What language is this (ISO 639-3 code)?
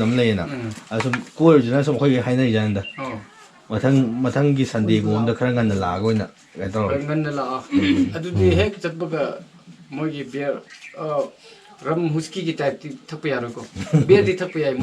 mni